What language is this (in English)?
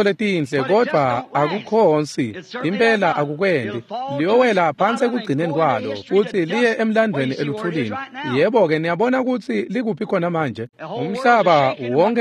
Swati